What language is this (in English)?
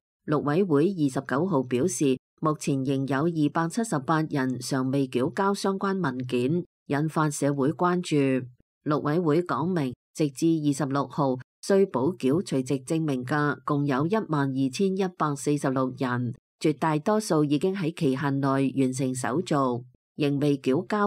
Cantonese